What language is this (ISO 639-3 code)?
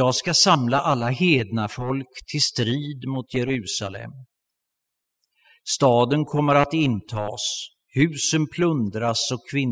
swe